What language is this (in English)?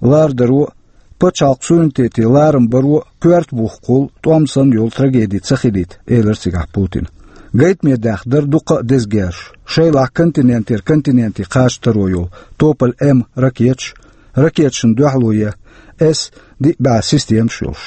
Chechen